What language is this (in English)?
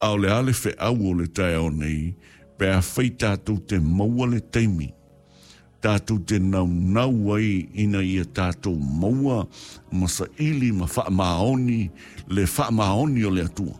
Samoan